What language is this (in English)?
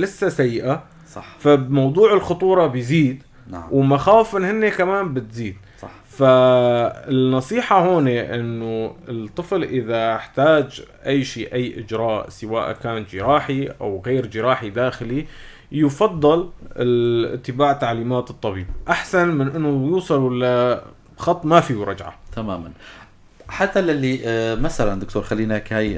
North Levantine Arabic